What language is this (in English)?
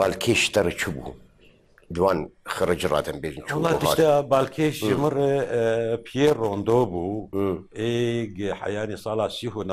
Kurdish